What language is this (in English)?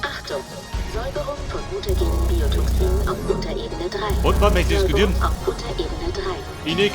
Bavarian